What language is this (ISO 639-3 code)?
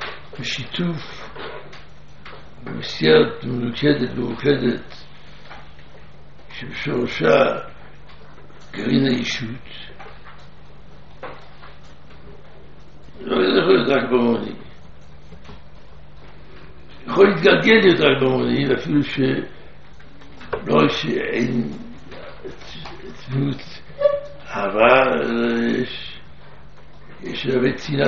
heb